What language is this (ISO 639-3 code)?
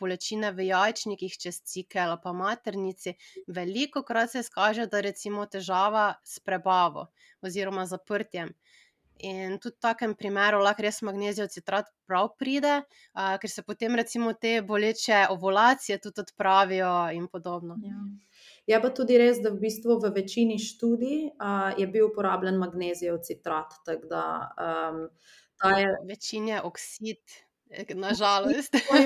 slv